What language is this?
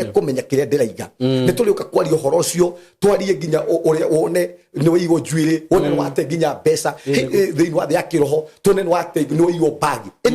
Kikuyu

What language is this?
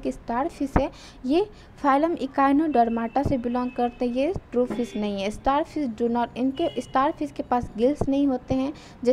Hindi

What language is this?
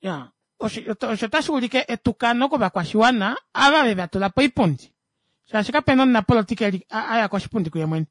Kuanyama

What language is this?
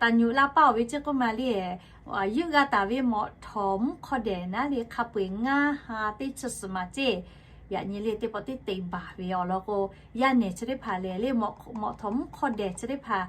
Lahu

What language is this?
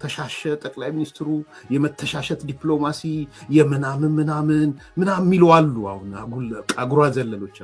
Amharic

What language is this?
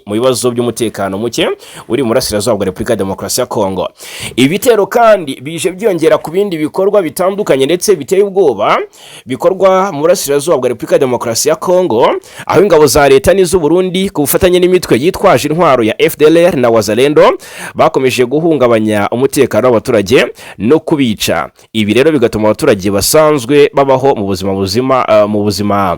Kinyarwanda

